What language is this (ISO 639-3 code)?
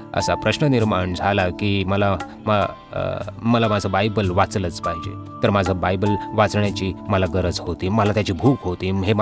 mar